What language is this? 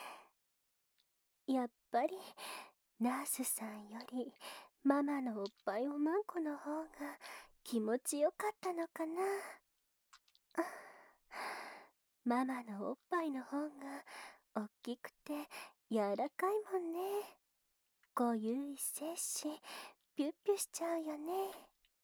Japanese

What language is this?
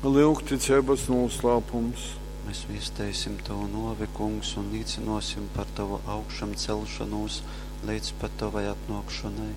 Latgalian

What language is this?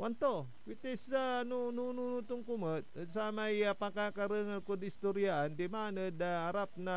Pangasinan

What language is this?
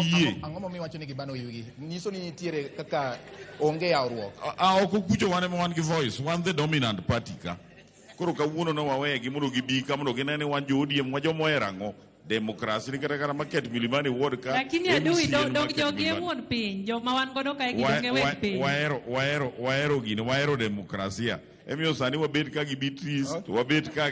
Luo (Kenya and Tanzania)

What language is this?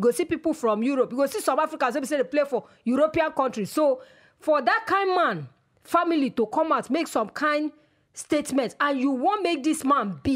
Nigerian Pidgin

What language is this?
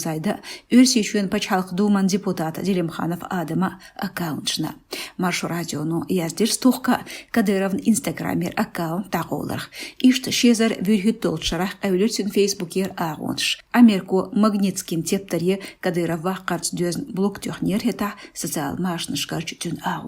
Chechen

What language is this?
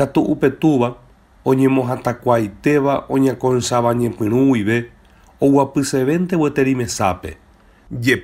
Guarani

